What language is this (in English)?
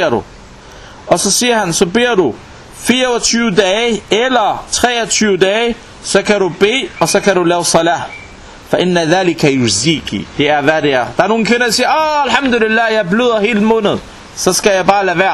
Danish